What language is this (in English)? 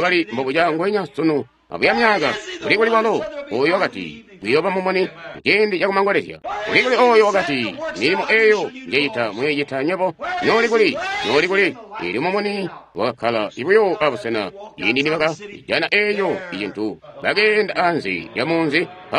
Tonga (Zambia)